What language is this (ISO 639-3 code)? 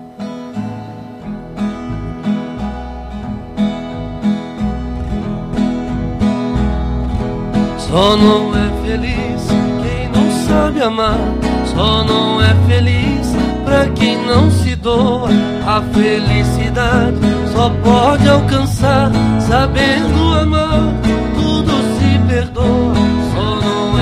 por